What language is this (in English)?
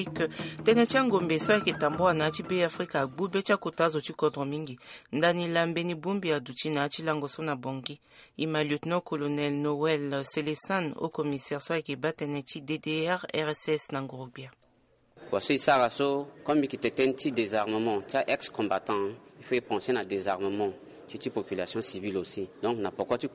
Sango